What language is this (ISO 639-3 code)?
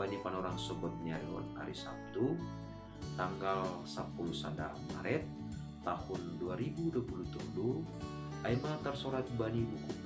bts